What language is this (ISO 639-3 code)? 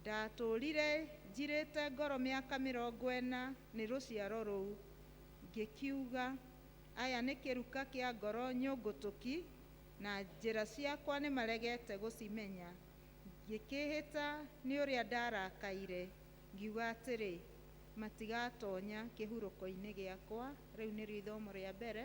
kik